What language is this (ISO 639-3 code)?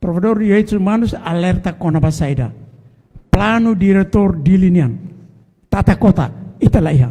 tet